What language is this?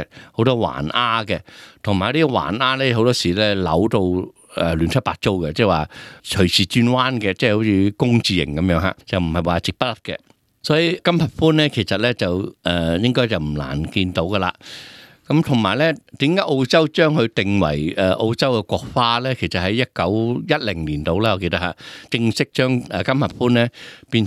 Cantonese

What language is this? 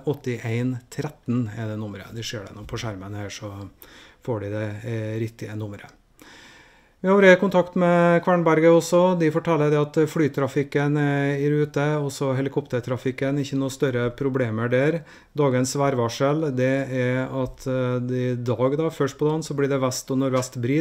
Norwegian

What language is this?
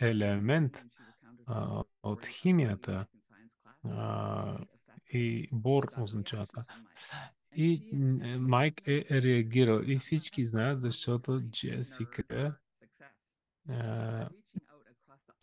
Bulgarian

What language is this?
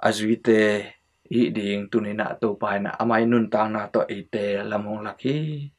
Tedim Chin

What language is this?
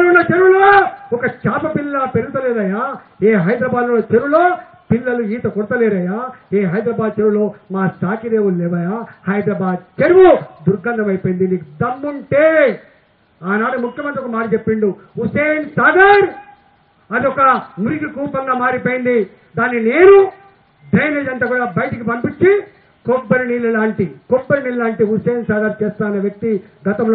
Telugu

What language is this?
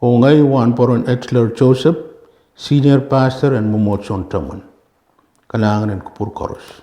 Pohnpeian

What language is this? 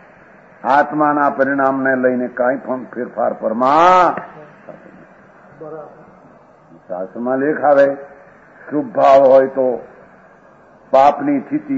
Gujarati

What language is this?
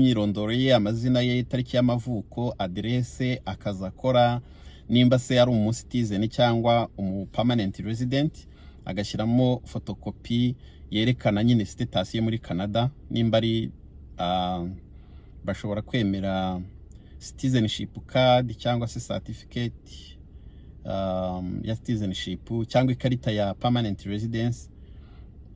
Kinyarwanda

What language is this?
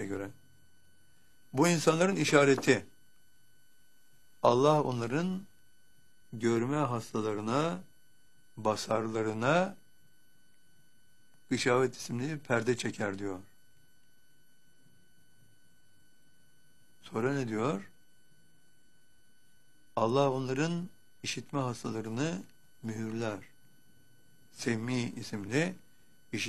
Turkish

